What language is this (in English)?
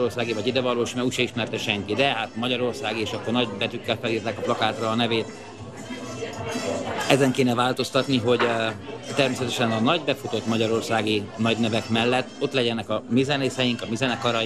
Hungarian